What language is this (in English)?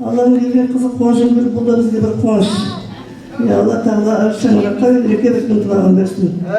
Kazakh